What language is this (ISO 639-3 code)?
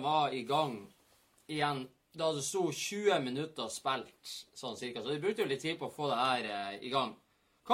nor